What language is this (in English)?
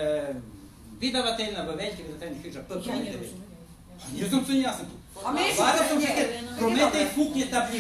Rusyn